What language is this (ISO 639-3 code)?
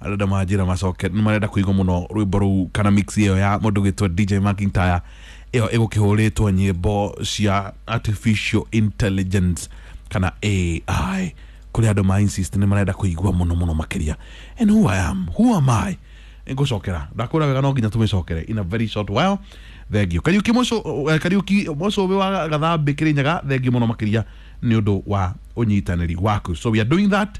kik